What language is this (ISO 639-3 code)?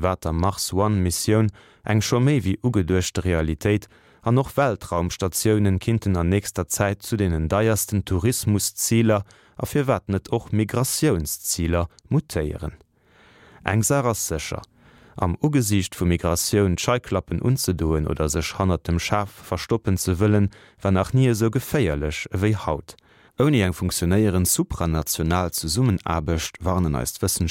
ltz